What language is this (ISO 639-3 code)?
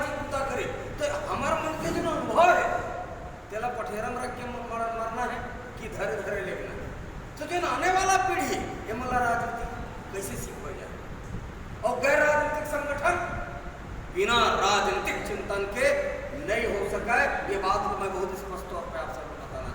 hne